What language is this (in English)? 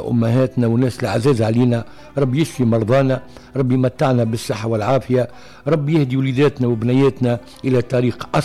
Tunisian Arabic